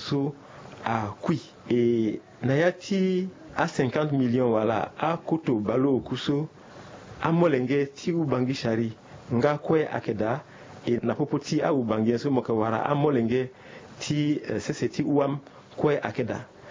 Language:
Sango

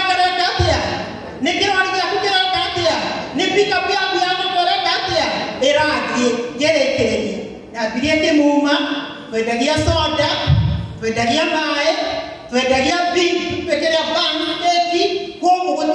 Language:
Kikuyu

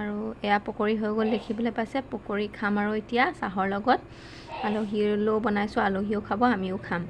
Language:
Assamese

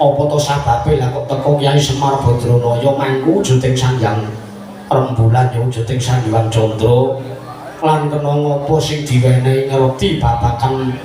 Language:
Javanese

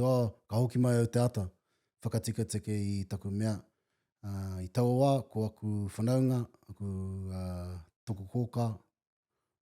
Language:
Māori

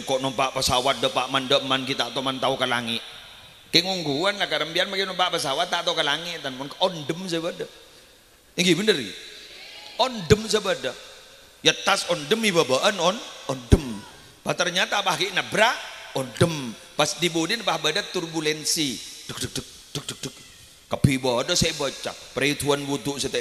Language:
Madurese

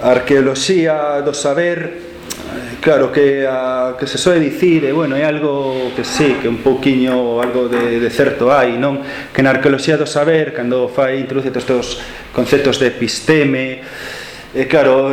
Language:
Galician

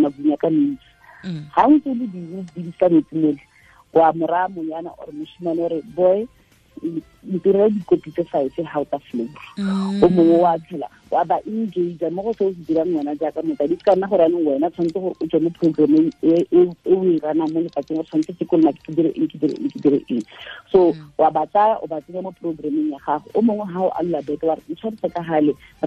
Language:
Tswana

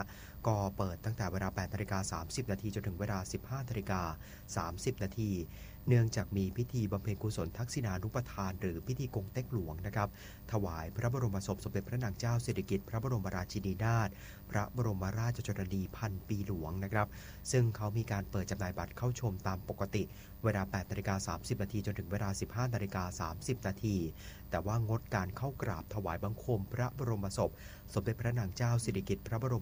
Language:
Thai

